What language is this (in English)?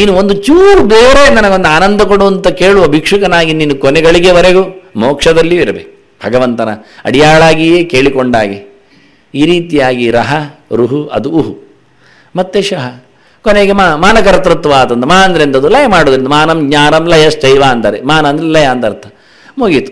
Kannada